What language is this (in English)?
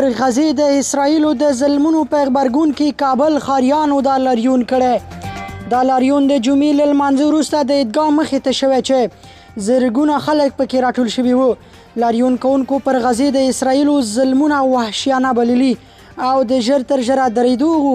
Pashto